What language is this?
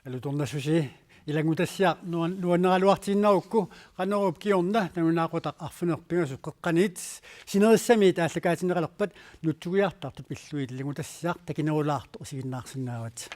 Kalaallisut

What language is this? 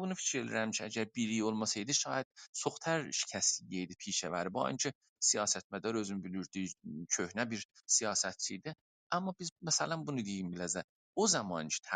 South Azerbaijani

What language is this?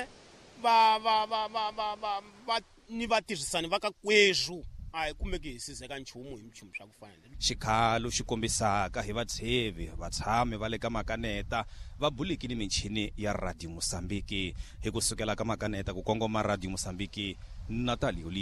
Tsonga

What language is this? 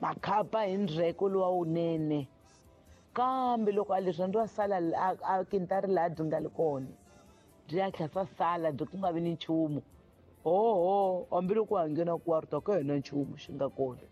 Tsonga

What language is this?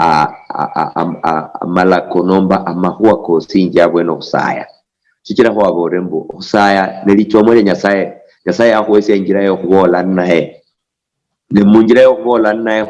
Luyia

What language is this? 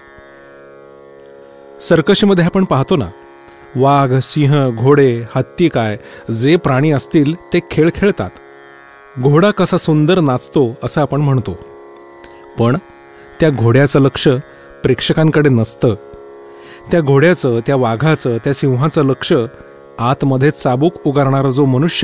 Marathi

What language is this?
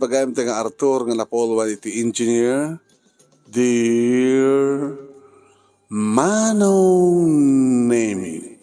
Iloko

